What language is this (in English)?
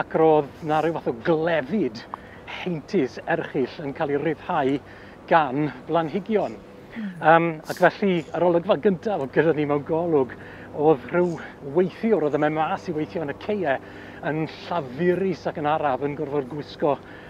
Welsh